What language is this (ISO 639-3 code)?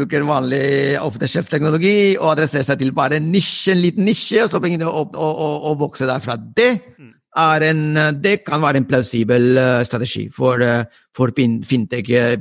nor